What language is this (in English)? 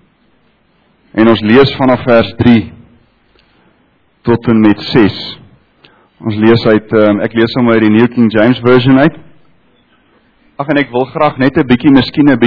Afrikaans